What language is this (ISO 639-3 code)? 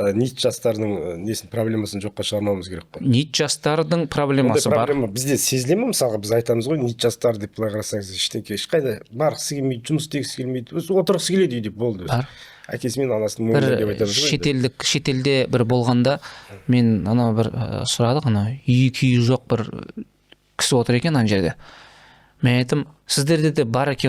kaz